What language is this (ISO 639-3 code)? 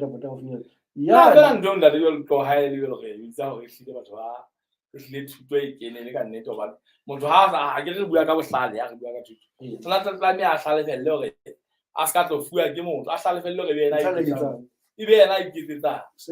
sot